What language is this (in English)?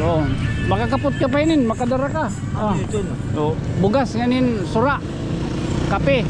Waray